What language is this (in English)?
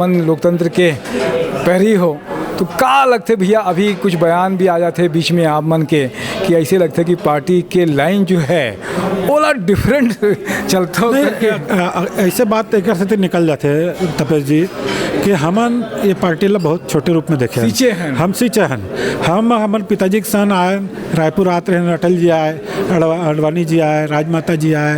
Chhattisgarhi